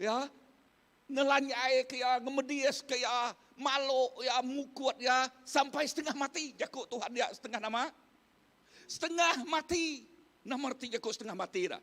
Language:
Iban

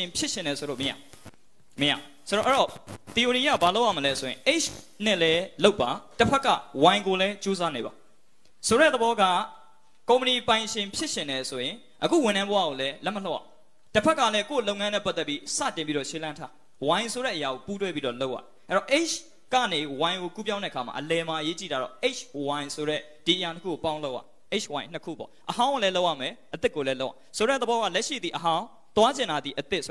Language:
Burmese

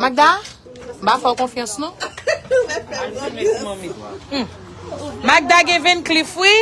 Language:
Haitian Creole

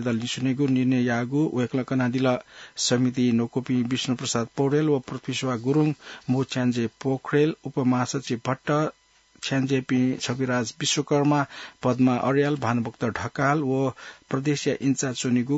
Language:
Newari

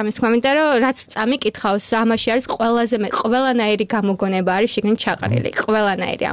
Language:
Georgian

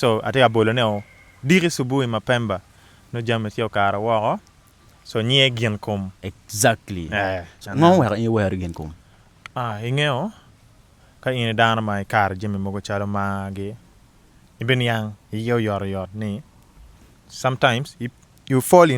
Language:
Acoli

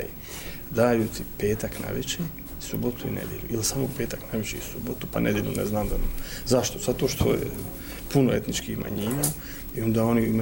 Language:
Bosnian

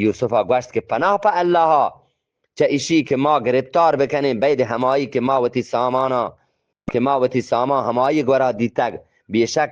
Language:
Eastern Balochi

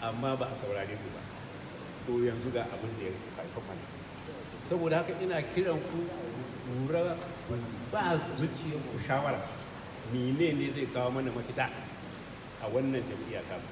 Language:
Hausa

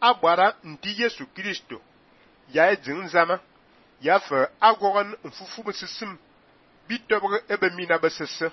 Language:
Fang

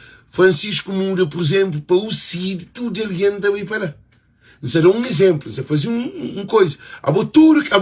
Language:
Kabuverdianu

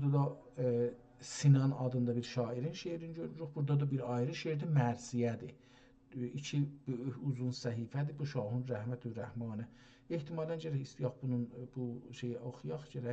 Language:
South Azerbaijani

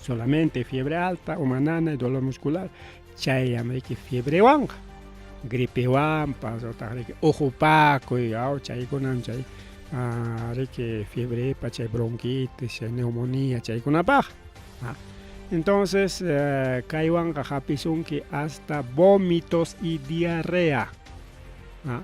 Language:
Ayacucho Quechua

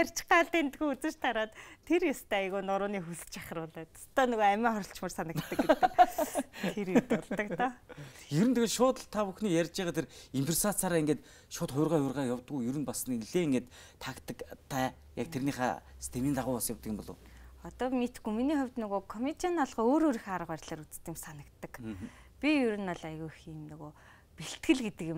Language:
Mongolian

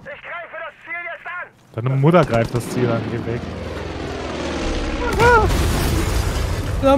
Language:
German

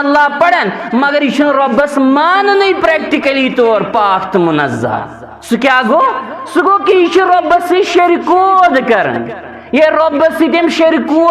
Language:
Kashmiri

